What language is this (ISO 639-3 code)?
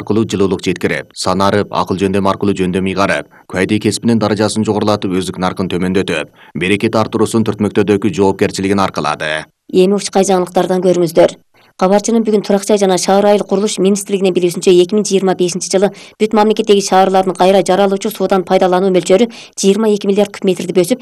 kir